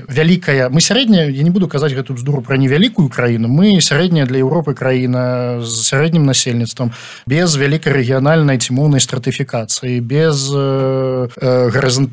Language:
Belarusian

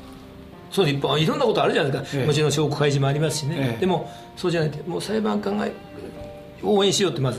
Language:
Japanese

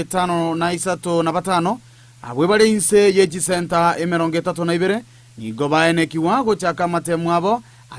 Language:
Gusii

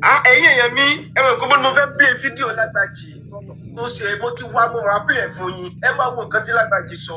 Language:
Yoruba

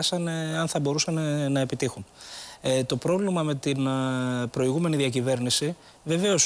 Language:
Greek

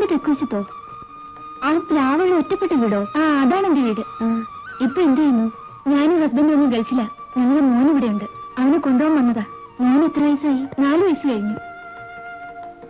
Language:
Malayalam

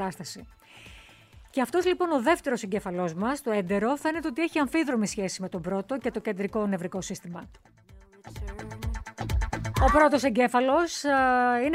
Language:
Greek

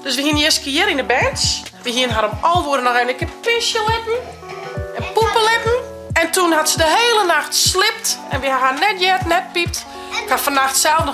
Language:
Western Frisian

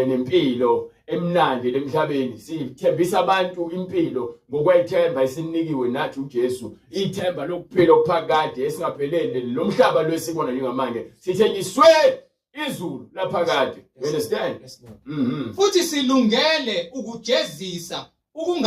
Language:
Zulu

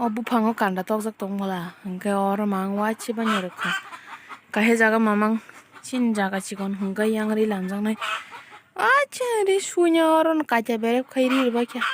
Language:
Kok Borok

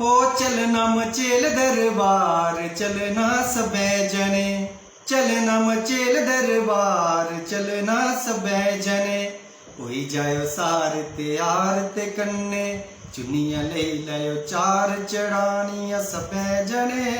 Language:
Dogri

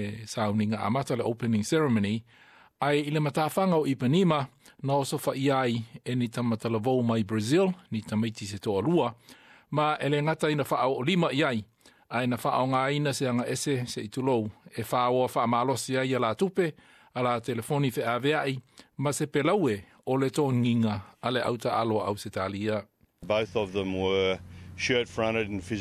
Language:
Samoan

